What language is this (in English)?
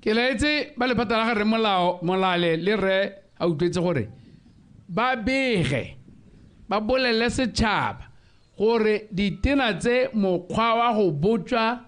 Tswana